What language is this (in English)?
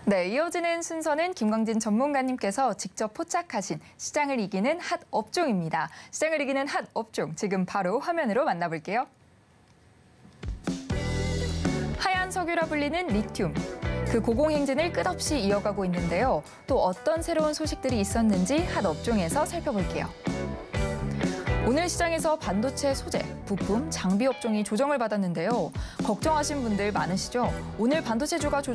Korean